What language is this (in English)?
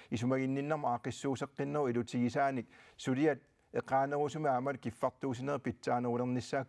Kalaallisut